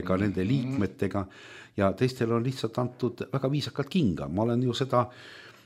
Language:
Estonian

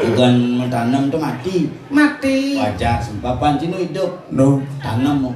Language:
Balinese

